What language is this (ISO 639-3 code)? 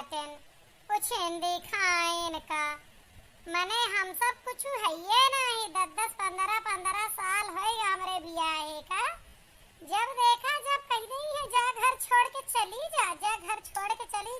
awa